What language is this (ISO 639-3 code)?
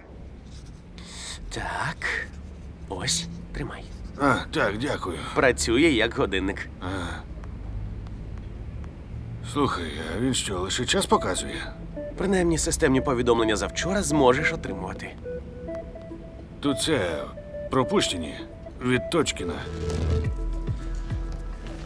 ukr